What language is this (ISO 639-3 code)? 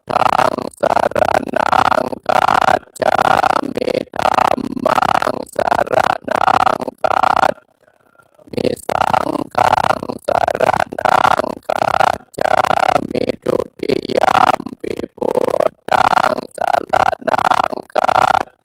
pli